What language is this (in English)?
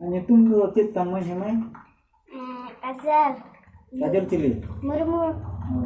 Santali